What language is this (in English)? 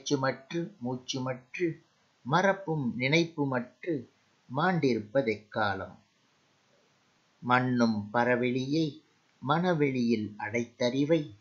Tamil